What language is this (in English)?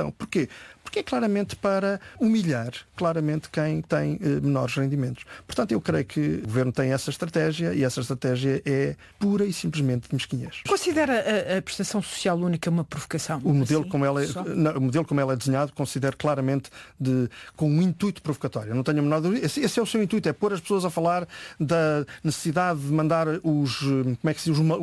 Portuguese